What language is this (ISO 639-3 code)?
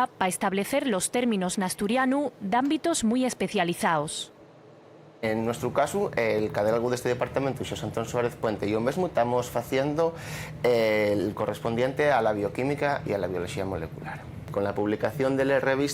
ast